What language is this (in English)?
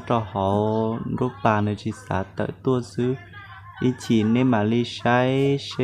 Hmong